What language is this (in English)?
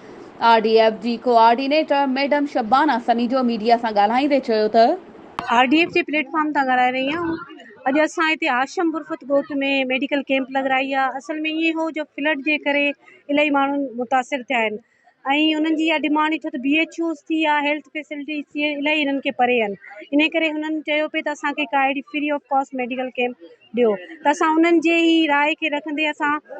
Sindhi